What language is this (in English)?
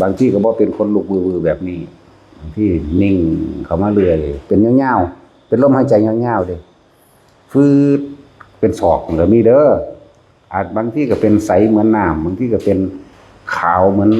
Northeastern Thai